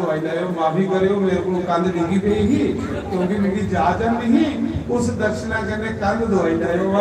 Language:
Dogri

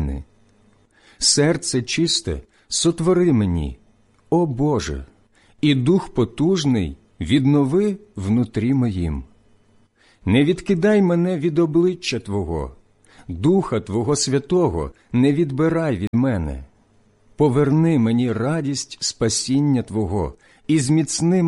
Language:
Ukrainian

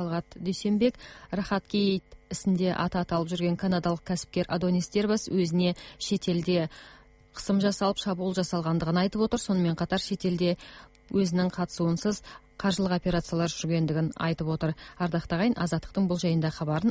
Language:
Kazakh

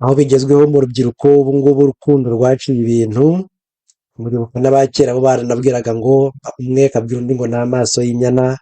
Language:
Kinyarwanda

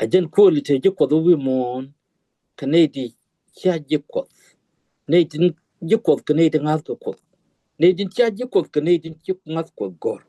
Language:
Nuer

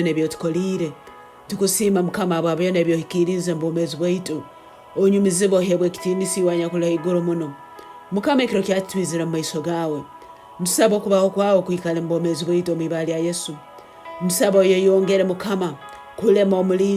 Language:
Tooro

